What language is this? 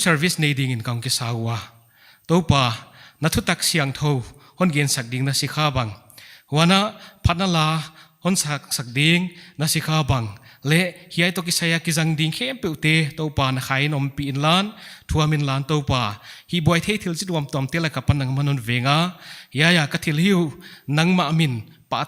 Paite Chin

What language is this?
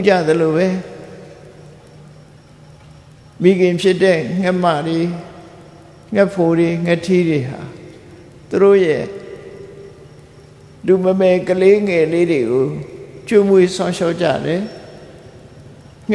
Burmese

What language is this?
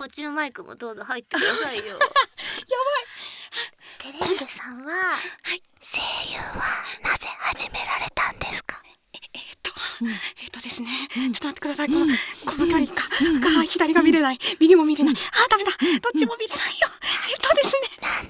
Japanese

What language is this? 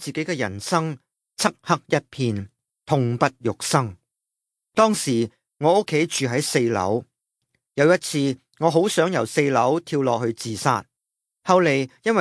Cantonese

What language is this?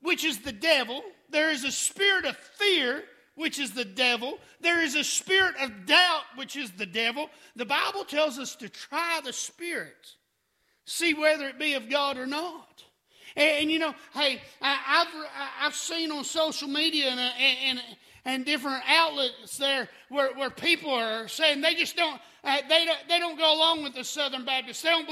English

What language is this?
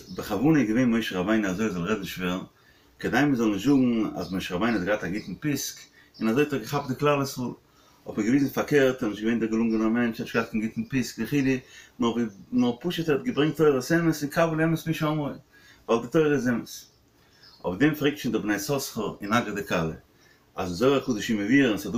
Yiddish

